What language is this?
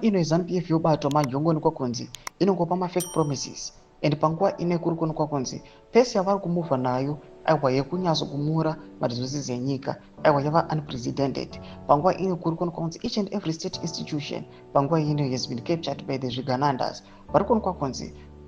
Shona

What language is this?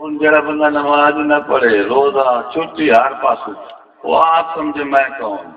Saraiki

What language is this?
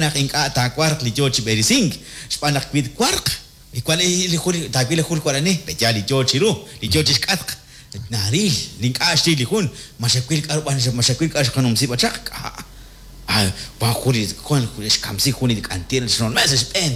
Kekchí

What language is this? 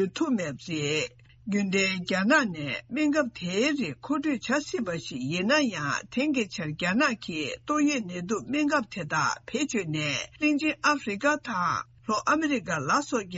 Tibetan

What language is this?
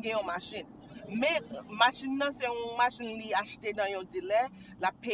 Haitian Creole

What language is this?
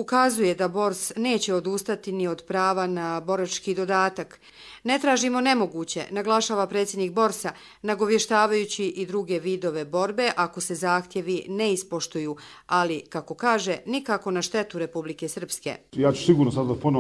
Serbian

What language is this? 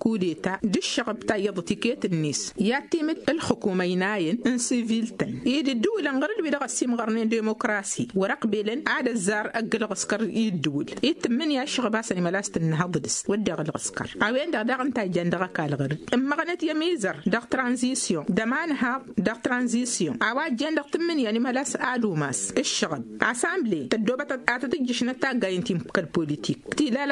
Tamasheq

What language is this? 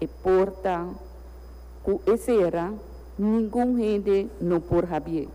Papiamento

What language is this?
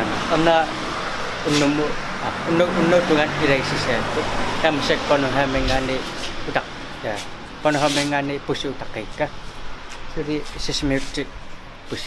Kalaallisut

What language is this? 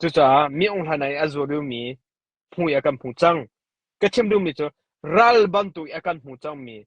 Hakha Chin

